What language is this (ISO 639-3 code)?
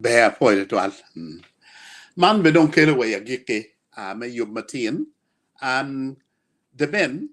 ach